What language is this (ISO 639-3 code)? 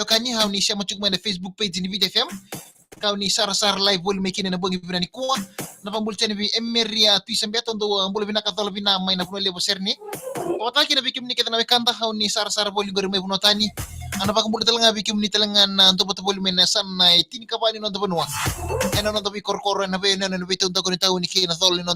fij